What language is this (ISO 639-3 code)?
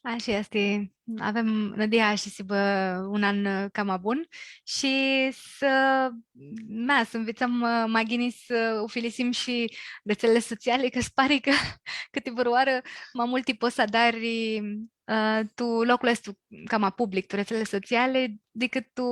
rup